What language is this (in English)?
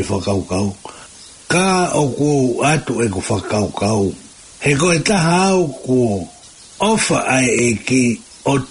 Tongan